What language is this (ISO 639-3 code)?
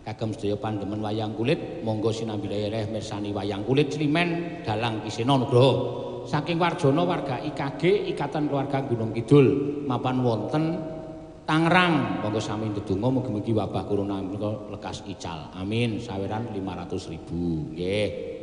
jav